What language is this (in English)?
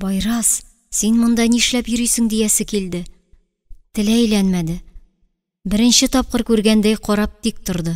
Tatar